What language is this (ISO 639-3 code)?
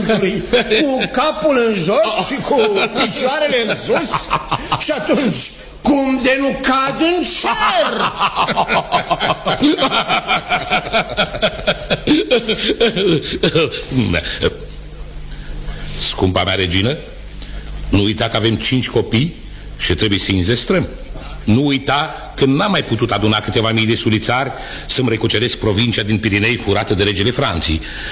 ron